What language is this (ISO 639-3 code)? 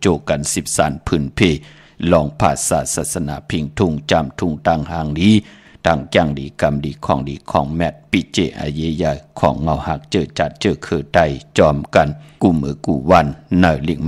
shn